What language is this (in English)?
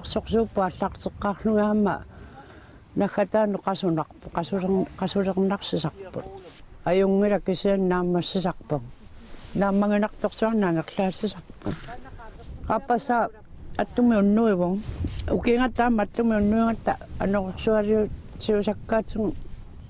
Kalaallisut